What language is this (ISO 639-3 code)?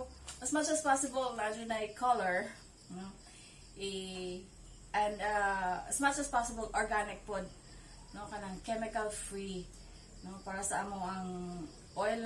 ceb